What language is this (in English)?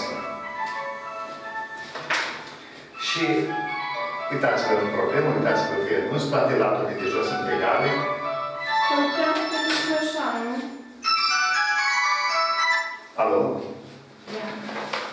Romanian